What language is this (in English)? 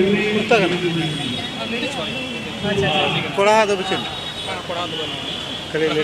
Santali